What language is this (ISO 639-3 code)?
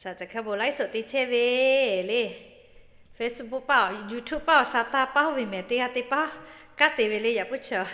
lhu